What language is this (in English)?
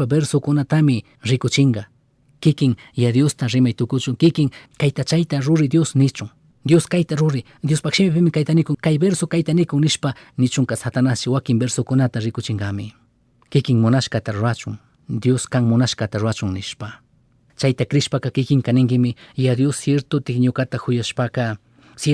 Chimborazo Highland Quichua